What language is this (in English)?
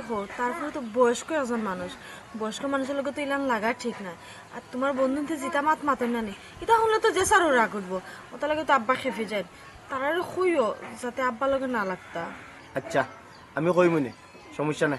Sylheti